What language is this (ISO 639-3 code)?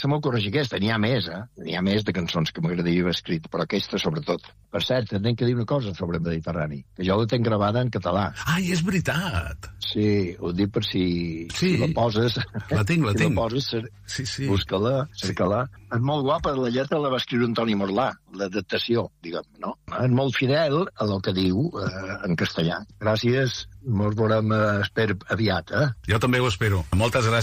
cat